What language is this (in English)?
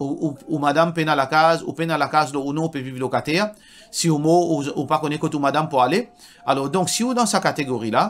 Morisyen